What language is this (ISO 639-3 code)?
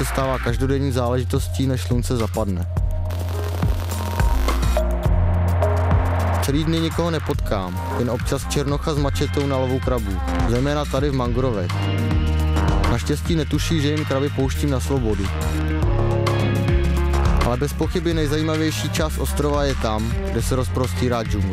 ces